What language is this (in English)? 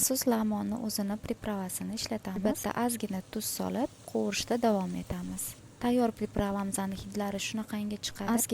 Uzbek